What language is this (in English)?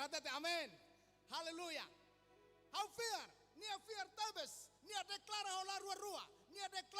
Tetum